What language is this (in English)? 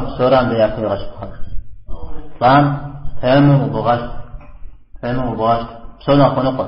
Kabardian